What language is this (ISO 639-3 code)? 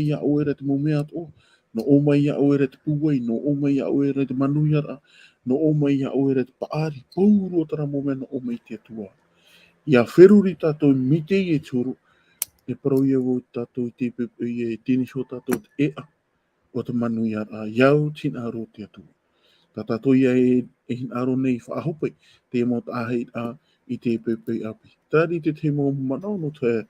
tah